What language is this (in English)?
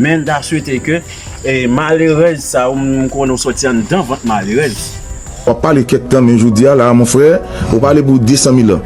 Haitian Creole